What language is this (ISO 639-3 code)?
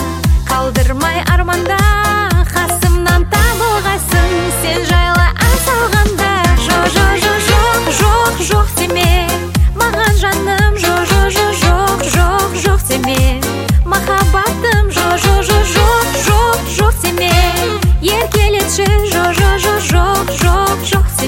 kaz